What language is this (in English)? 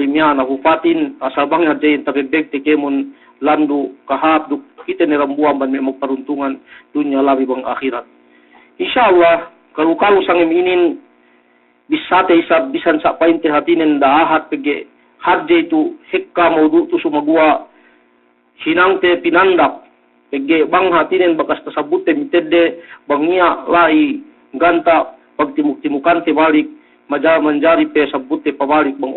Yakan